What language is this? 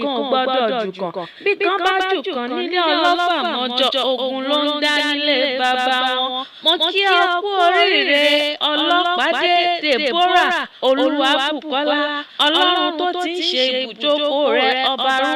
Yoruba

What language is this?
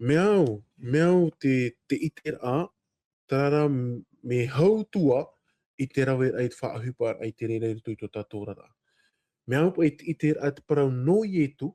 Tahitian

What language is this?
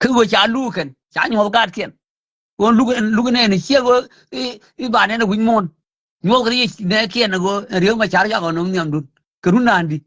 Nuer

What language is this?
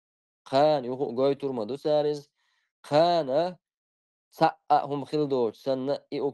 Chechen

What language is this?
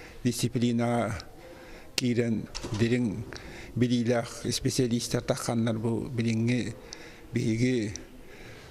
Yakut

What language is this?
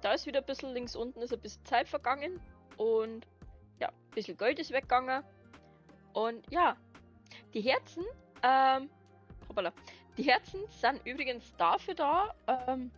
Bavarian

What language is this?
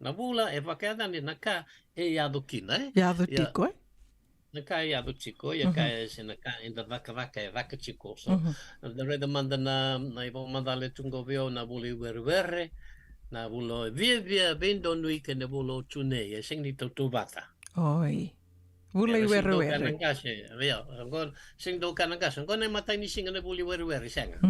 Fijian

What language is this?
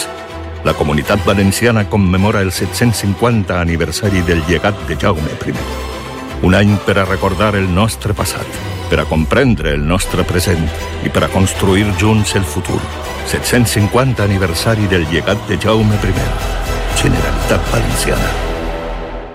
Catalan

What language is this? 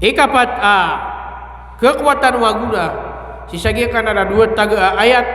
Maranao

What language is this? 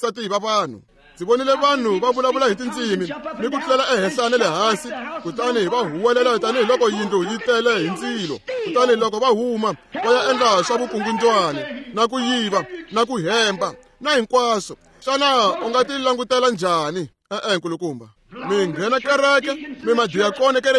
Tsonga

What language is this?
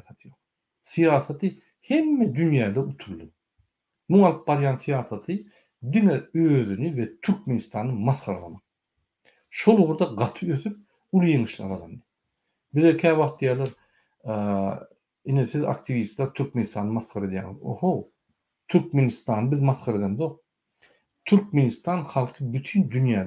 Turkmen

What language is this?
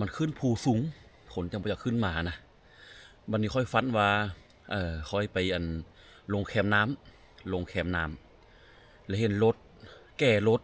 Lao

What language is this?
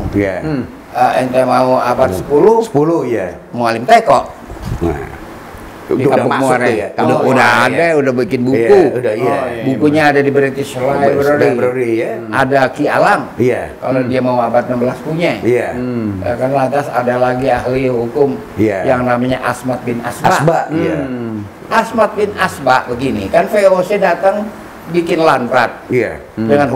Betawi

